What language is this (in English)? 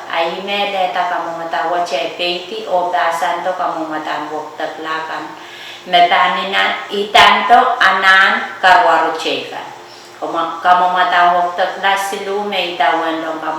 Pohnpeian